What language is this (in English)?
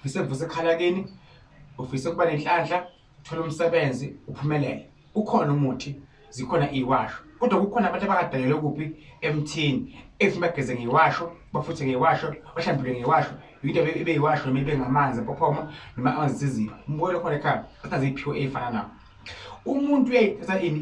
Zulu